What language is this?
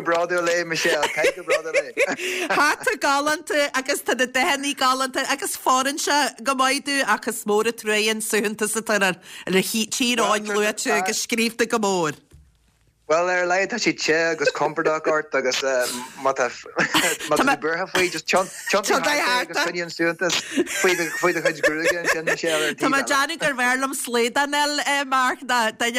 Irish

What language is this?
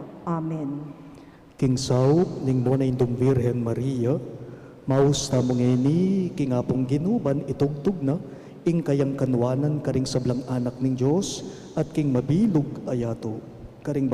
Pampanga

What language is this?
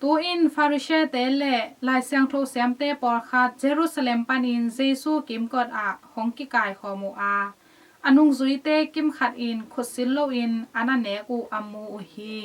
Tedim Chin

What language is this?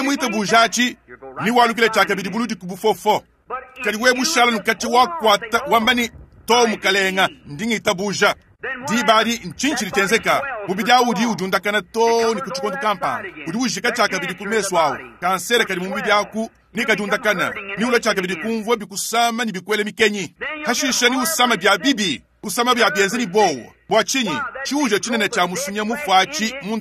Luba-Lulua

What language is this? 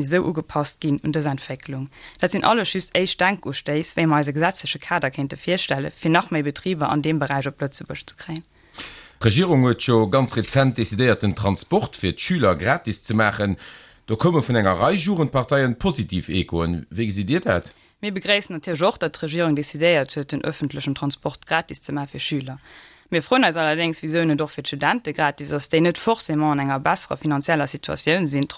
Luxembourgish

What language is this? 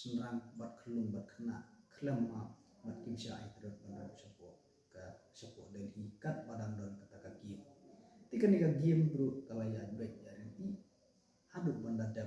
Khasi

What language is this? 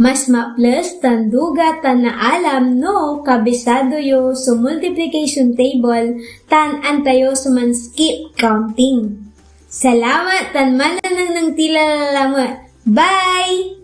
Pangasinan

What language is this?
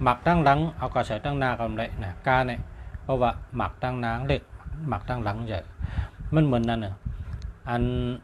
Shan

